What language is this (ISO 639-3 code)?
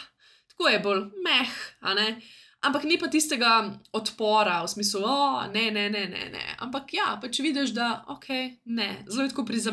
slv